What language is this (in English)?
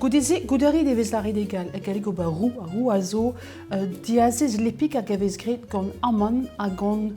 Breton